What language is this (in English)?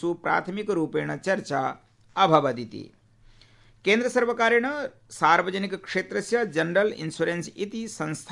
Sanskrit